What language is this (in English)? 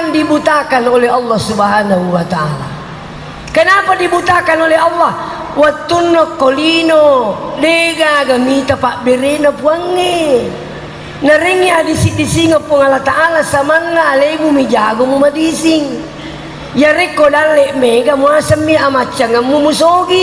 Buginese